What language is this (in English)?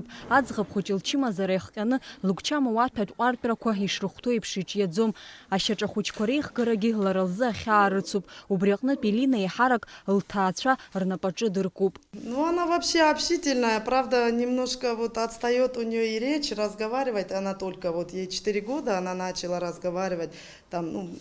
Abkhazian